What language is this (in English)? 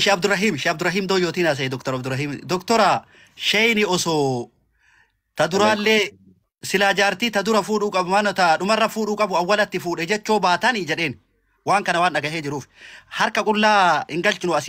Oromo